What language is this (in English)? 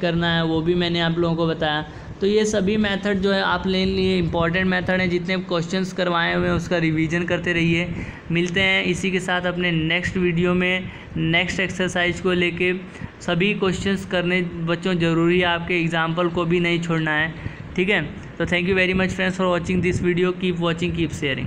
Hindi